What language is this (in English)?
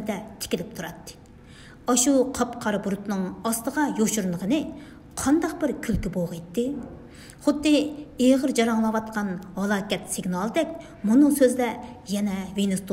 Uyghur